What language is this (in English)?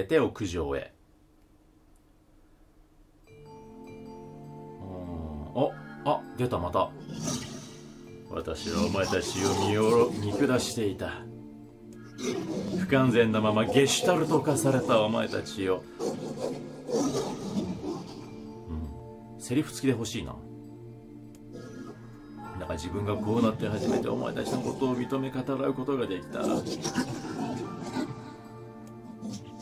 Japanese